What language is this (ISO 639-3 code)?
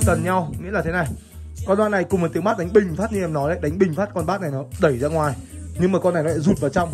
vie